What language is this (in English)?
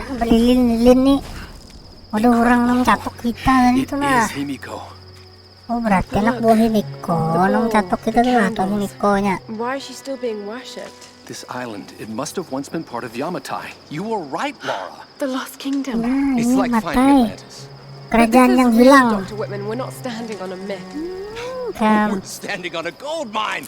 Banjar